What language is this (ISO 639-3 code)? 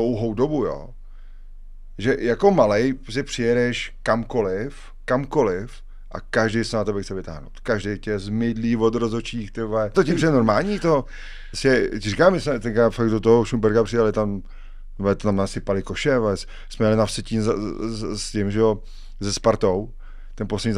ces